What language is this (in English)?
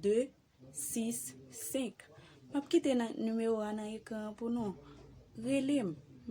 Haitian Creole